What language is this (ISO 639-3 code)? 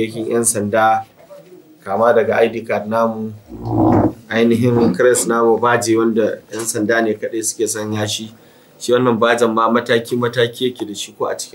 hau